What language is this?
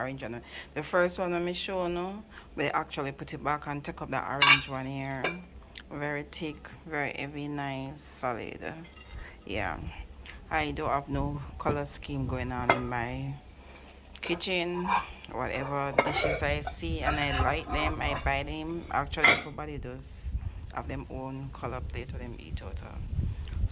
Jamaican Creole English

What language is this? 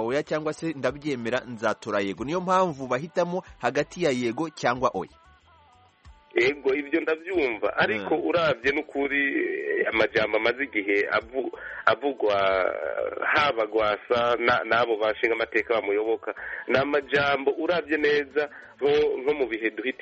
Kinyarwanda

